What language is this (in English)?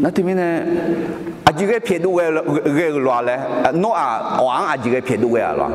Akha